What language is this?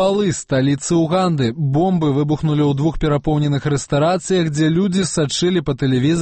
Belarusian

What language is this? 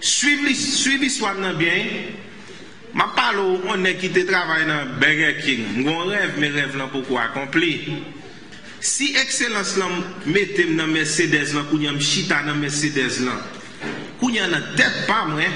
Haitian Creole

